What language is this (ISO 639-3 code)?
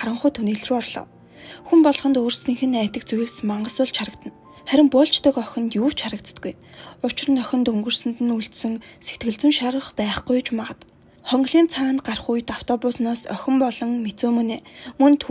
mon